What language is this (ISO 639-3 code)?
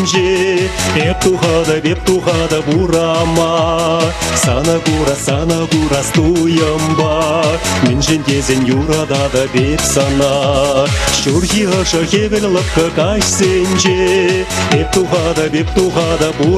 chv